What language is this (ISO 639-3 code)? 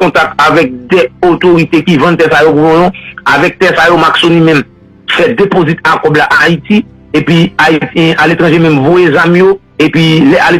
hat